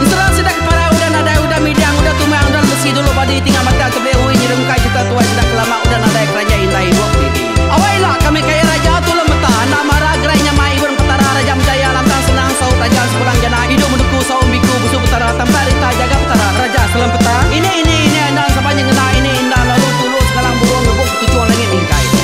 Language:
Iban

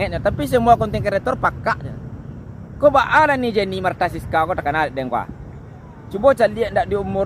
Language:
Minangkabau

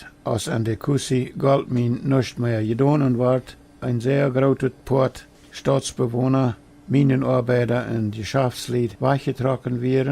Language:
Plautdietsch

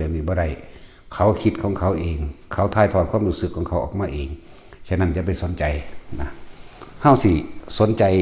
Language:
Northeastern Thai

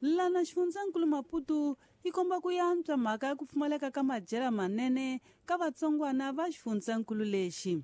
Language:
Tsonga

